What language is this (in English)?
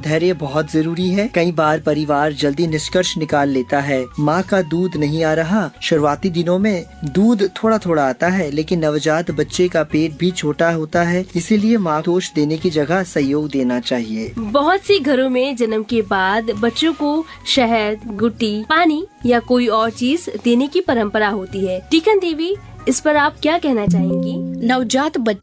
Hindi